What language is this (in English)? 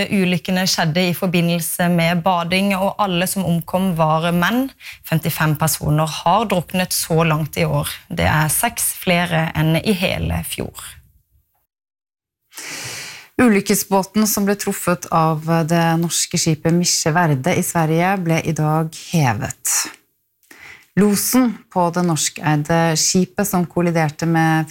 Norwegian